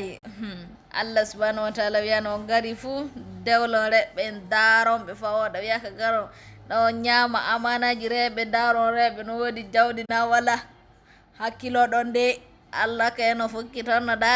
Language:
Fula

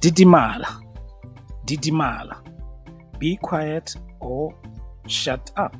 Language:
Tswana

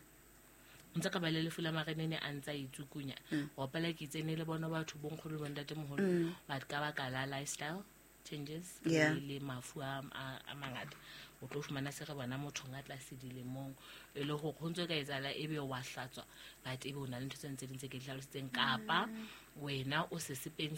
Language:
Southern Sotho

